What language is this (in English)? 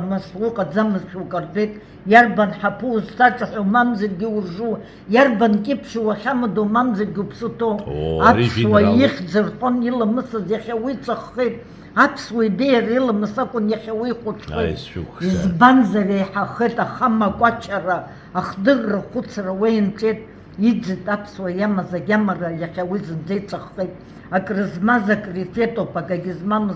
Abkhazian